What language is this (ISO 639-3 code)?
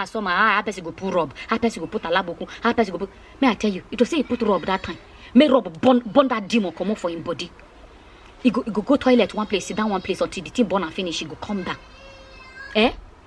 pcm